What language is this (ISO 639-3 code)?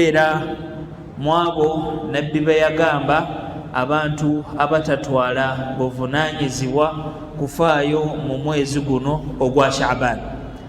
lug